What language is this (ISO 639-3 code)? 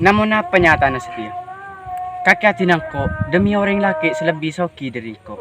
mad